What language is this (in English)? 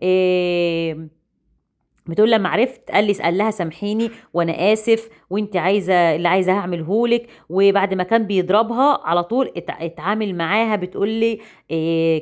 Egyptian Arabic